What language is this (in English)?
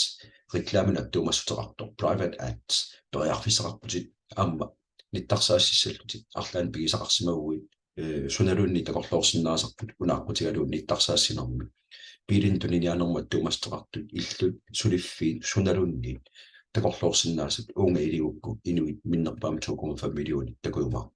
Kalaallisut